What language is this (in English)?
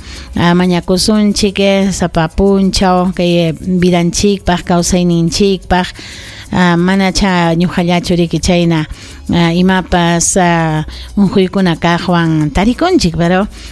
Ayacucho Quechua